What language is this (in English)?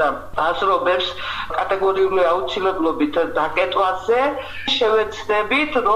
Georgian